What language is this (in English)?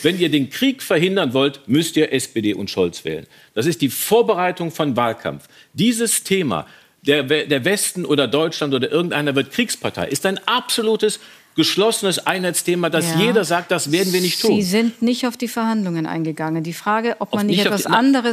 German